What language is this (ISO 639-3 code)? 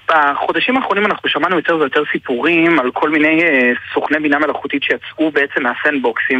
heb